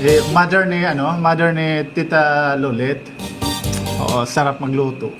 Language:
Waray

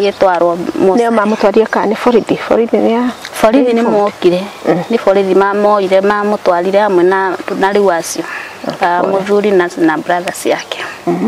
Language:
Kikuyu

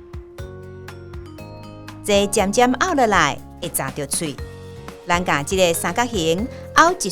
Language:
Min Nan Chinese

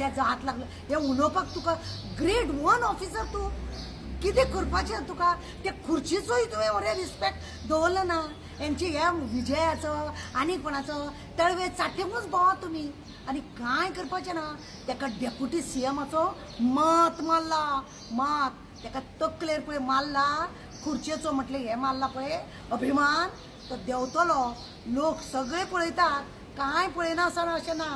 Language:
Konkani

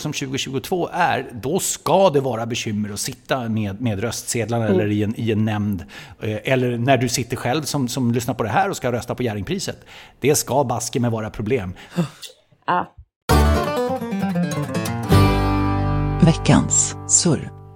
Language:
Swedish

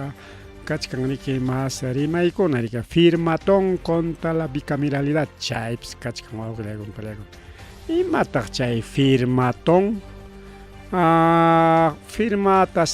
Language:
Ayacucho Quechua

